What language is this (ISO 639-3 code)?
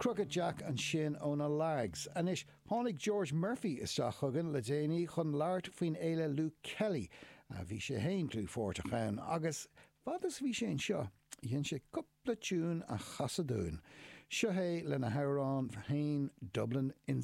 gle